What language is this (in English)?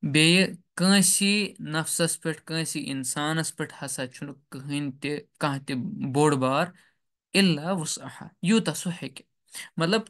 Kashmiri